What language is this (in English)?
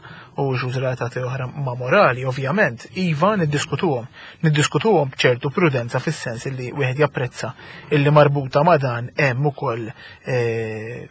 Maltese